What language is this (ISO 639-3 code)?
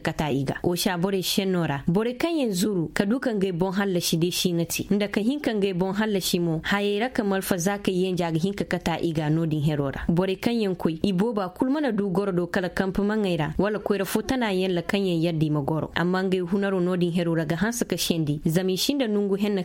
ses